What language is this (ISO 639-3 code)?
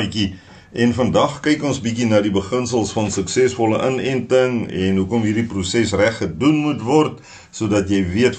afr